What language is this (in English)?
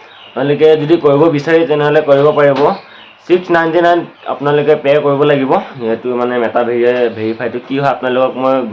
Assamese